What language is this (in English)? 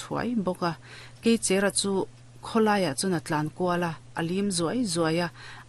Mizo